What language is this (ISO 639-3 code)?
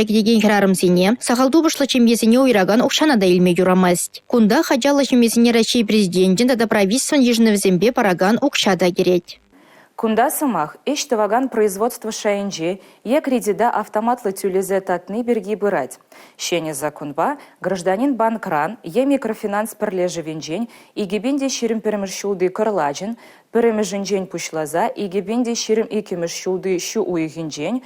chv